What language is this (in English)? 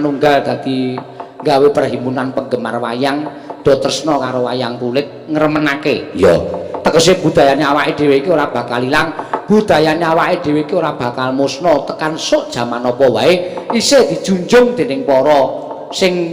Javanese